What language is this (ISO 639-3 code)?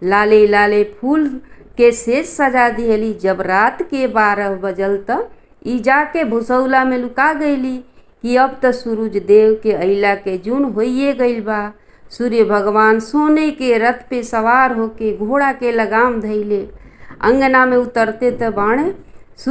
bho